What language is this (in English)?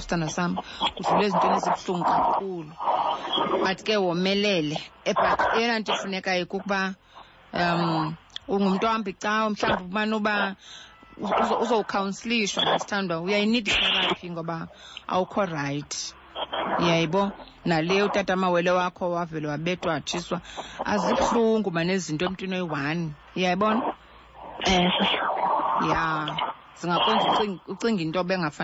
Xhosa